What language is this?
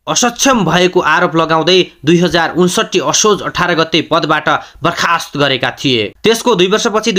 Nepali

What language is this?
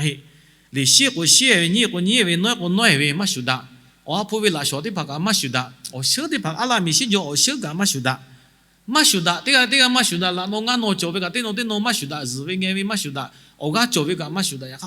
Lahu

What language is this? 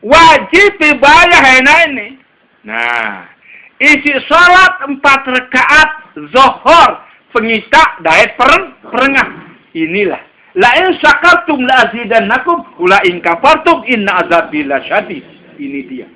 Sasak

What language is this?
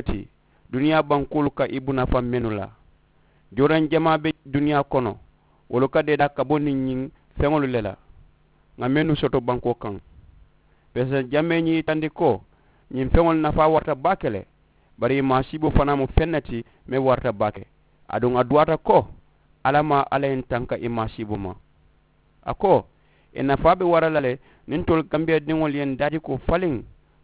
Mandingo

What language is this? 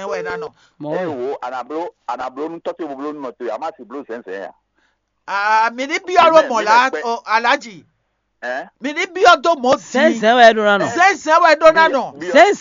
Fon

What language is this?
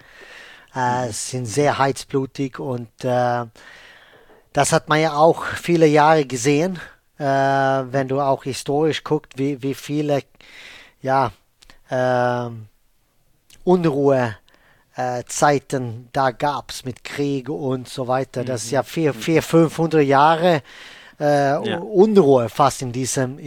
German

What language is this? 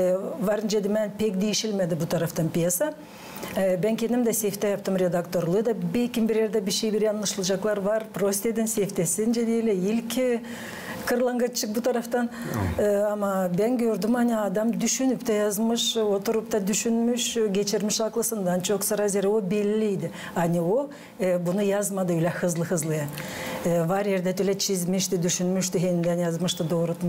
Gagauz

